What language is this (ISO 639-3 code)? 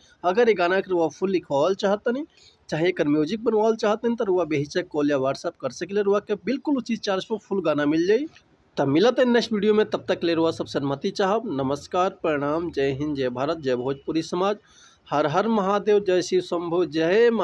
bho